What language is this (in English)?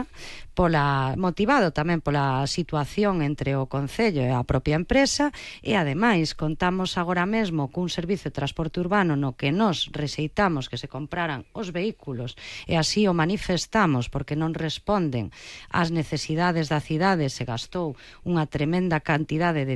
Galician